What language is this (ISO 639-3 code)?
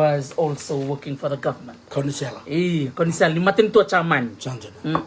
fij